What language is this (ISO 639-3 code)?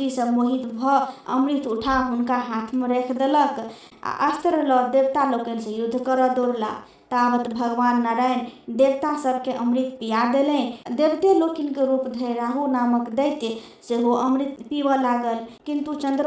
mai